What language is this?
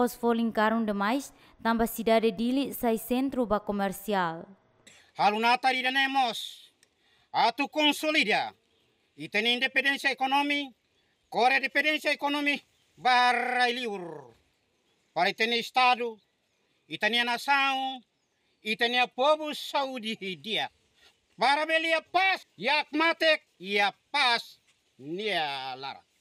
Tetum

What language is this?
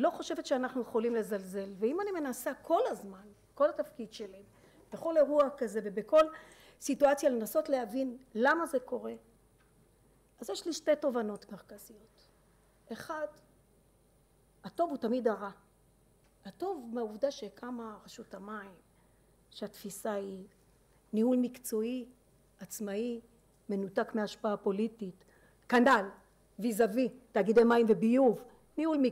Hebrew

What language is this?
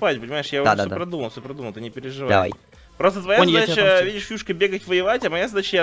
Russian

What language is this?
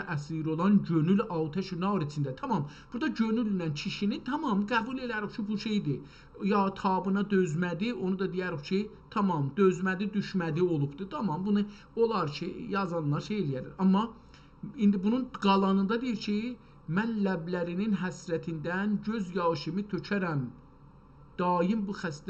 South Azerbaijani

